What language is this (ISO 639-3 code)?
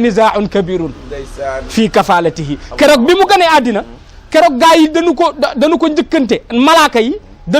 wol